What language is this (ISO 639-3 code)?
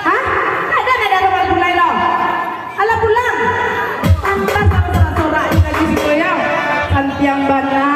min